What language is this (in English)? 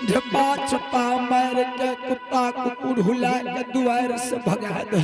Angika